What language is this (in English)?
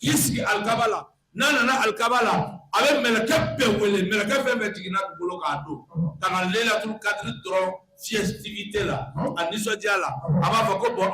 Bambara